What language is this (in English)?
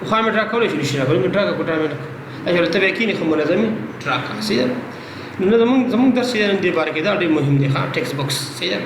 Pashto